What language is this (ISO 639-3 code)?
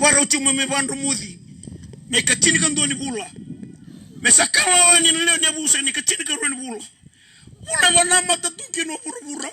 fij